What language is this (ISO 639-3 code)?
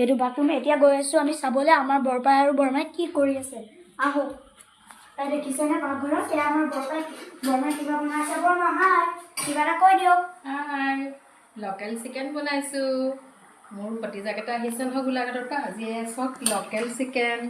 asm